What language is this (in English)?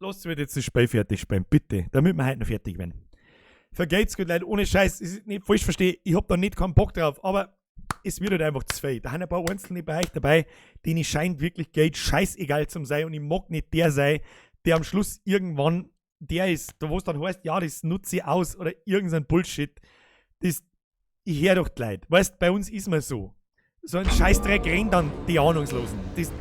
Bavarian